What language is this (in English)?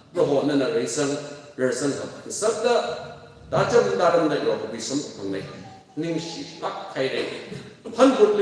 Tangkhul Naga (India)